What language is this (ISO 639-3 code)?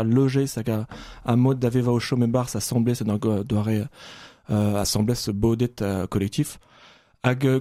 bre